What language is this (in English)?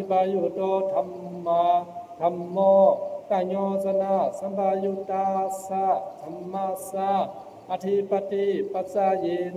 Pali